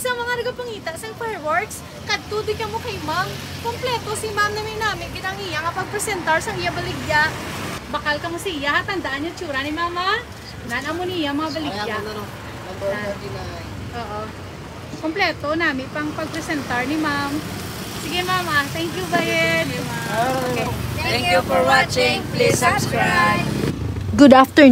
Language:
Hiligaynon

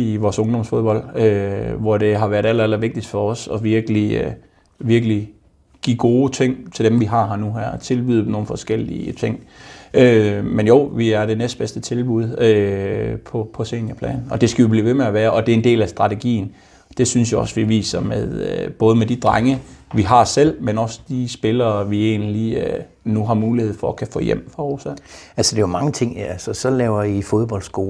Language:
Danish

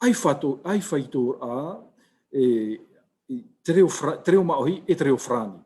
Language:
Tahitian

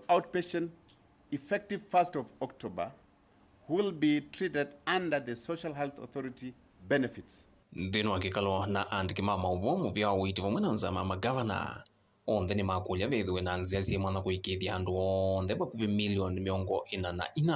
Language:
Kamba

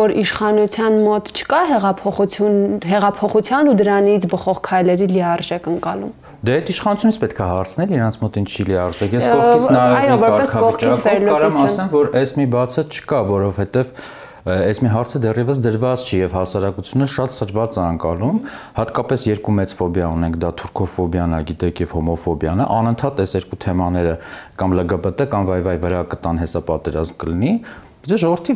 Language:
Armenian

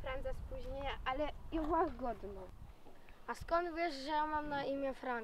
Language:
Silesian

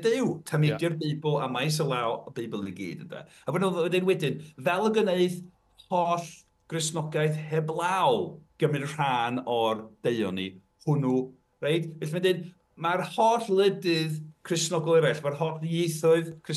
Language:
Welsh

